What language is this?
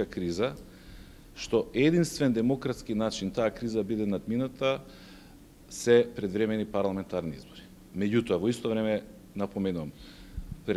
Macedonian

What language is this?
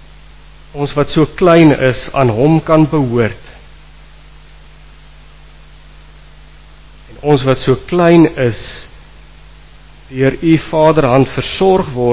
Afrikaans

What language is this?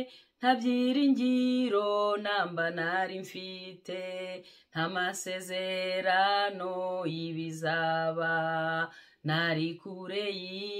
Kinyarwanda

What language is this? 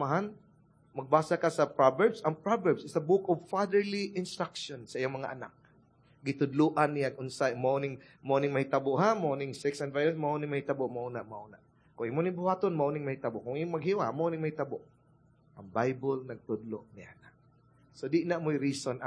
Cebuano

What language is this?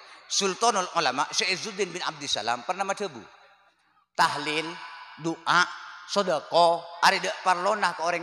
Madurese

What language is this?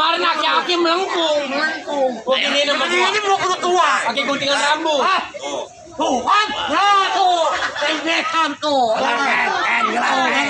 Betawi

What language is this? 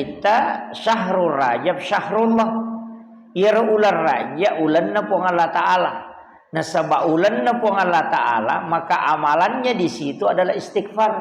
Buginese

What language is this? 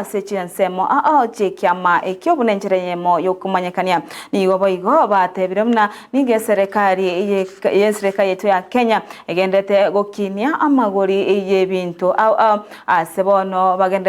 Gusii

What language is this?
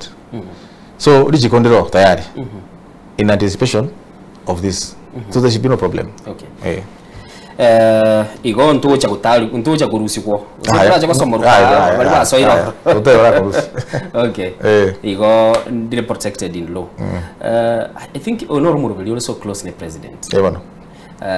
Gusii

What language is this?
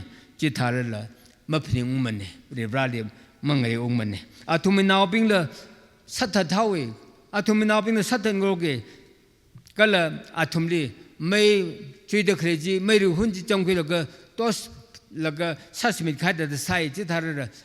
Tangkhul Naga (India)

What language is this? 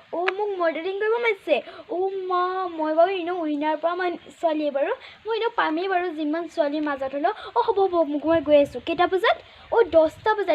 Assamese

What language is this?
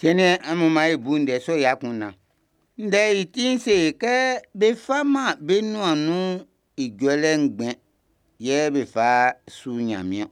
Baoulé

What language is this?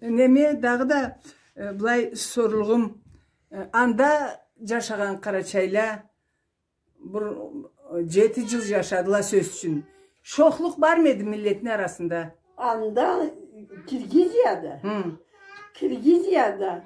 Karachay-Balkar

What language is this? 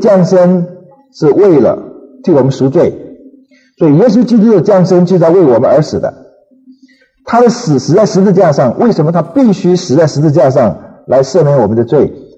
Chinese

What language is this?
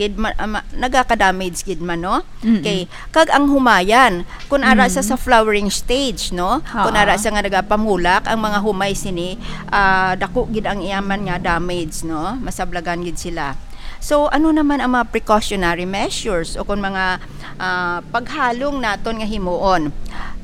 Hiligaynon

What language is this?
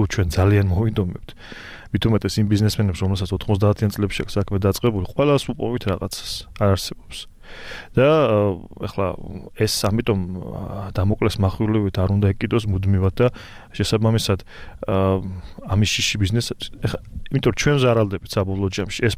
Georgian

